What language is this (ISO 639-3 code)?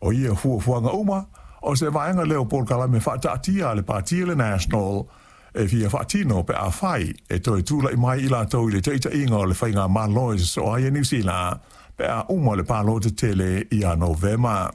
smo